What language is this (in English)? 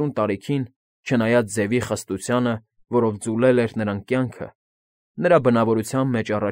Armenian